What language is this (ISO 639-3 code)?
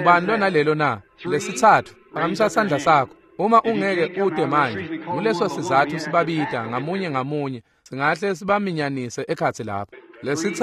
ssw